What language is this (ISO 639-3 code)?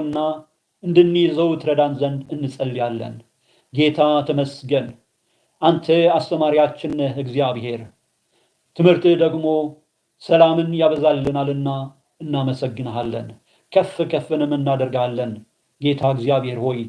amh